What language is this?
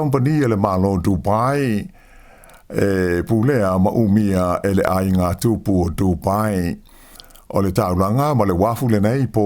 Samoan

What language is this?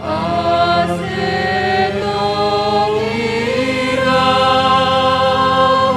Batak Simalungun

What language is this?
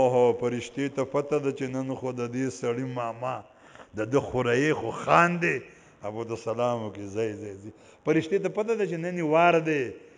Pashto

